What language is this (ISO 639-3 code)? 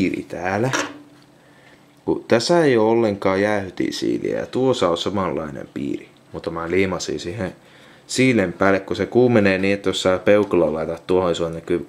fin